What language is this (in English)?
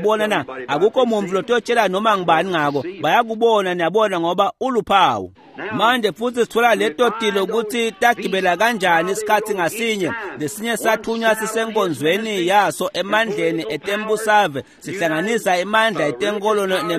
Swati